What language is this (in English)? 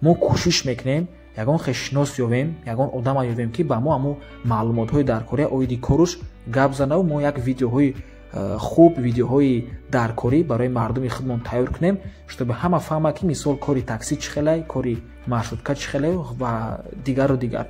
Tajik